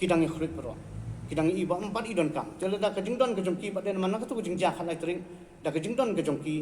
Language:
Khasi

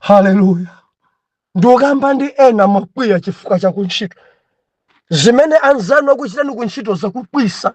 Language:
Nyanja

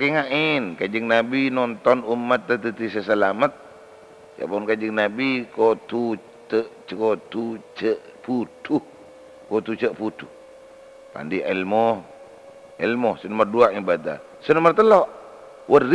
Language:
Madurese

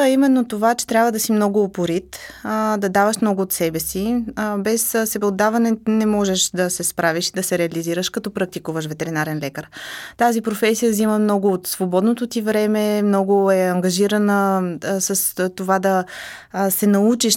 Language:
Bulgarian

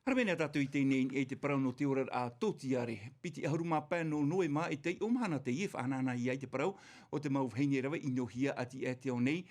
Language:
Tahitian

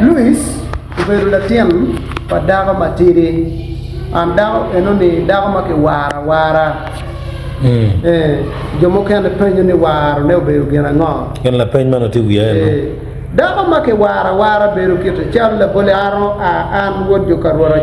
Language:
Acoli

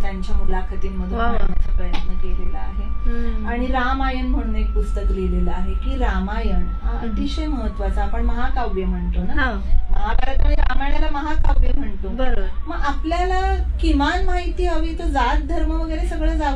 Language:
Marathi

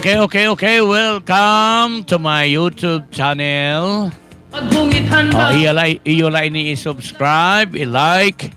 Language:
Waray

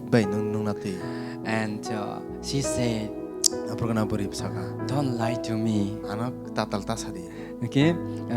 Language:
Kok Borok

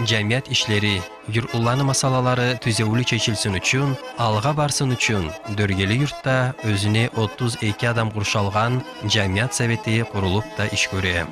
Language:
Kumyk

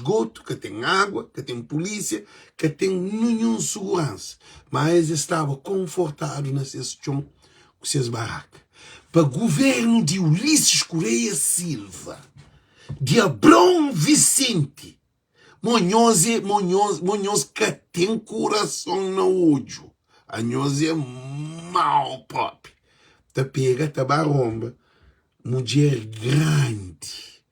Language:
Kabuverdianu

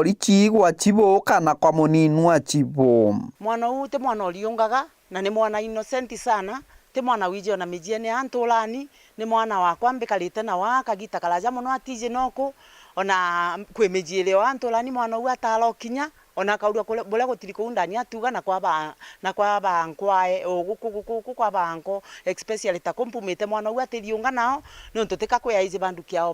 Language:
Meru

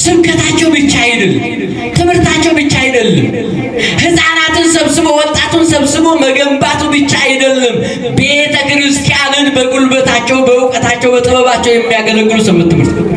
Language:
Amharic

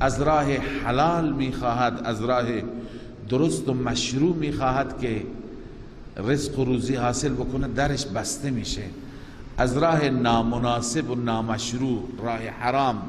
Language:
Persian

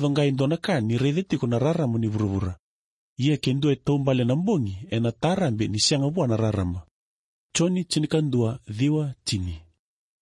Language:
Fijian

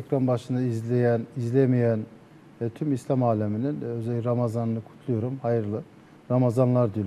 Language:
Turkish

